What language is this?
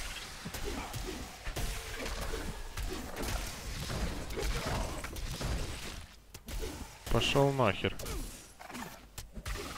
Russian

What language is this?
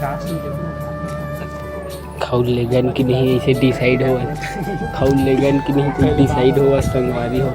Chhattisgarhi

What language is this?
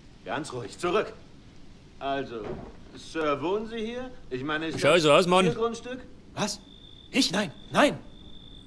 Bavarian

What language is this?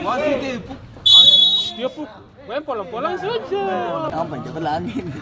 Ambonese Malay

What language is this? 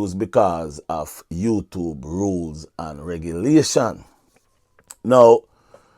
Jamaican Creole English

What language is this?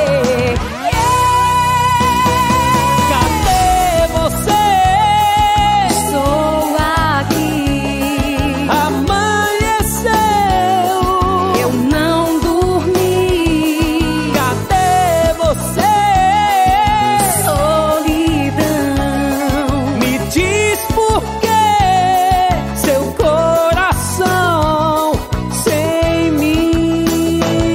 Portuguese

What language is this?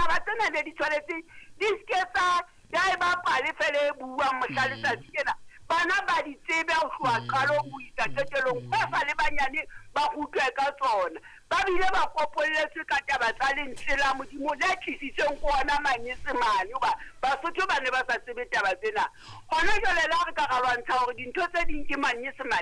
Southern Sotho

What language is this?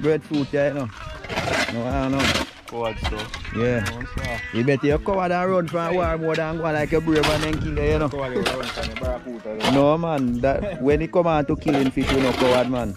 Jamaican Creole English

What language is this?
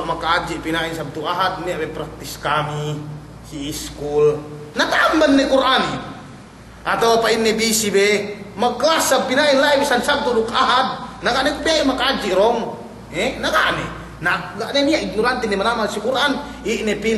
Yakan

